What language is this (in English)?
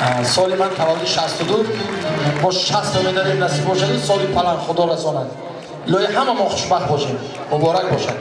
Tajik